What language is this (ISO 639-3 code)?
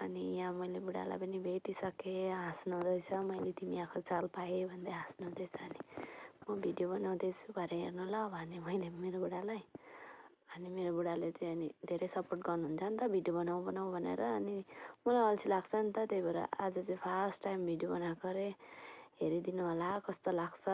nep